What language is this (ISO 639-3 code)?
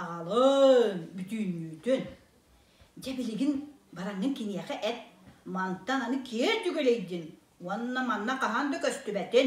sah